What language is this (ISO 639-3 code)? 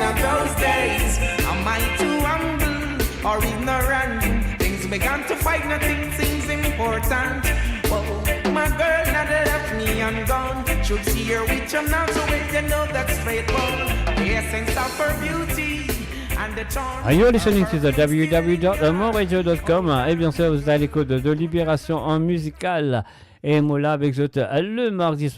mfe